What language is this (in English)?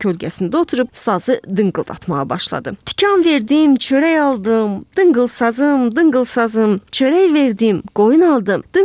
Azerbaijani